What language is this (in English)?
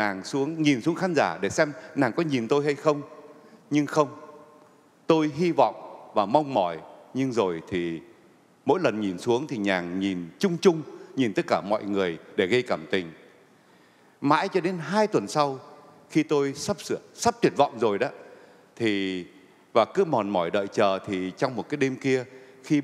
Vietnamese